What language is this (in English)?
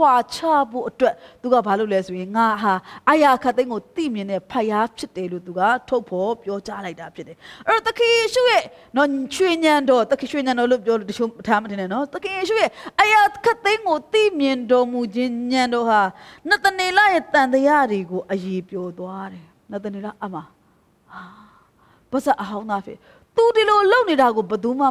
Burmese